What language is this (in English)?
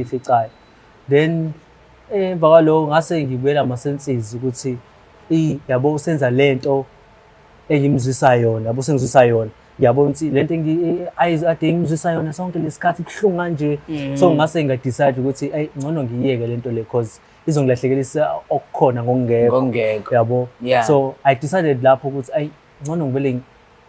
Zulu